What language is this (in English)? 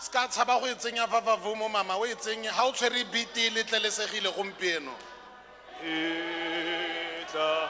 Tswana